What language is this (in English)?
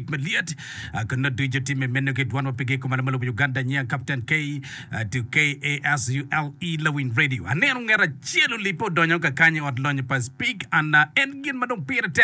Acoli